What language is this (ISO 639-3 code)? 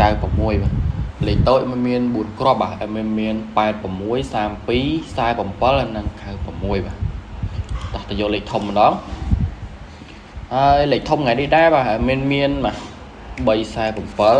khm